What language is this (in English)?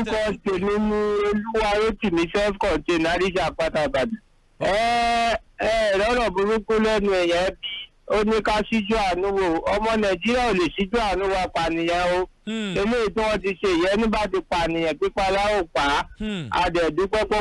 Yoruba